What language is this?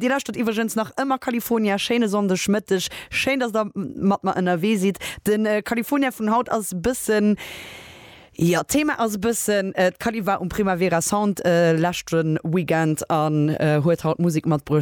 Luxembourgish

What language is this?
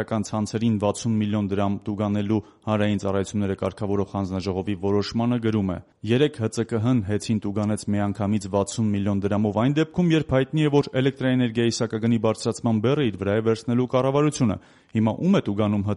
Armenian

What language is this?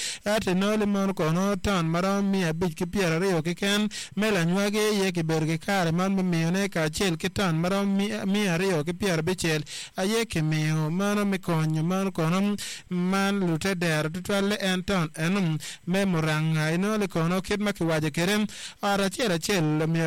Acoli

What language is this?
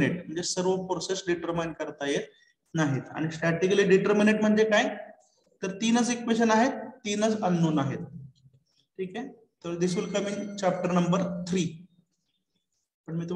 Marathi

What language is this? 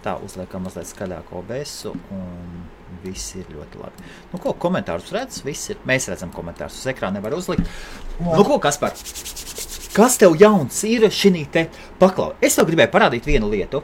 Latvian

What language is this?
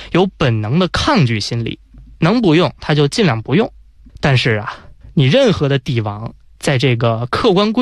Chinese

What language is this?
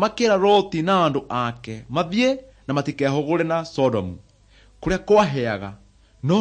Kikuyu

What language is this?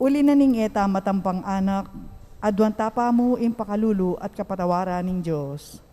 Pampanga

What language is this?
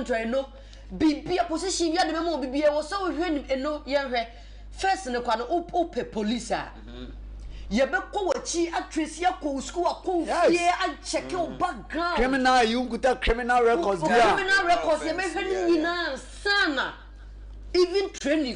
Akan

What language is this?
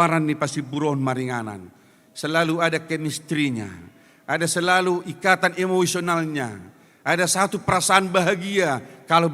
Batak Toba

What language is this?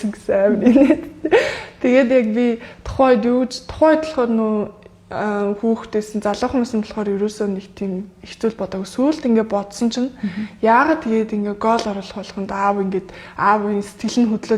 Mongolian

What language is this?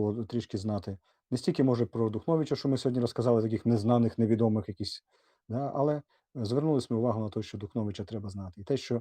Rusyn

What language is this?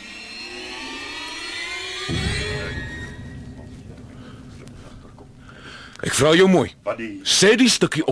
Afrikaans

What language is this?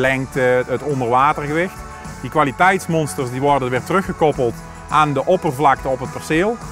Dutch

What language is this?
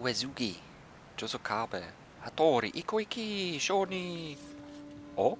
Swiss German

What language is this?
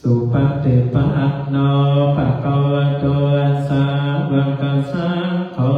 Pali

